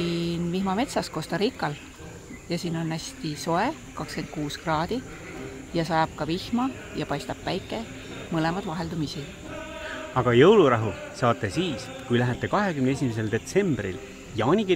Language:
Estonian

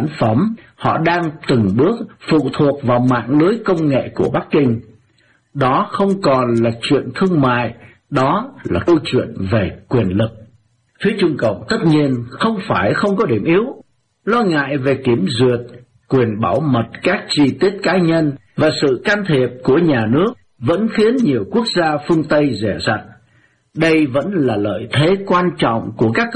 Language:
Vietnamese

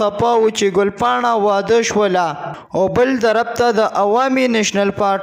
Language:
Pashto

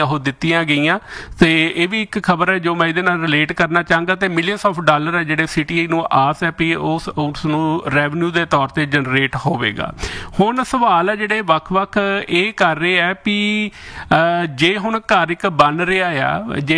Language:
Punjabi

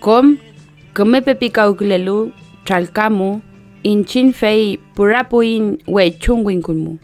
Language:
Mapuche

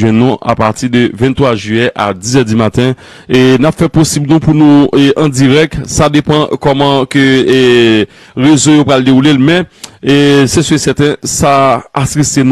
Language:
Haitian Creole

